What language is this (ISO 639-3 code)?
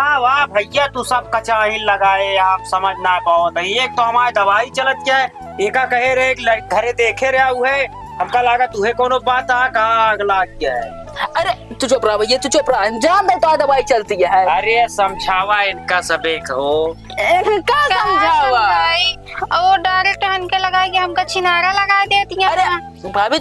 awa